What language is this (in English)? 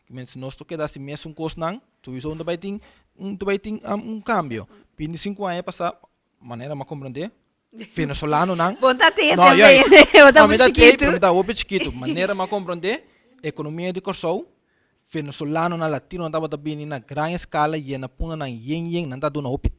Papiamento